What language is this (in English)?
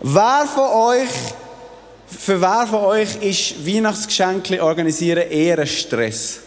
Swiss German